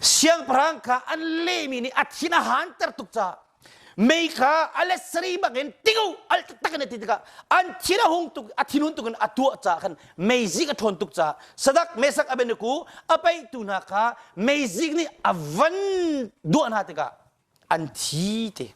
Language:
Hakha Chin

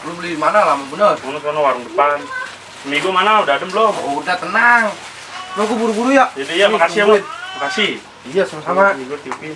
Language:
Betawi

